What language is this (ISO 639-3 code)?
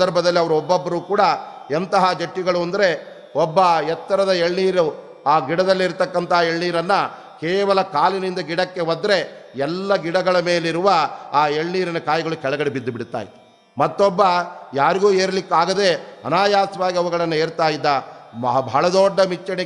kan